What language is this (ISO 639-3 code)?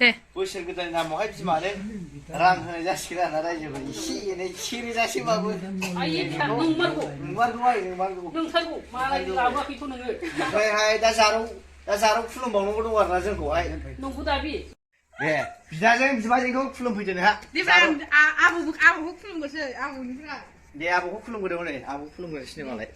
brx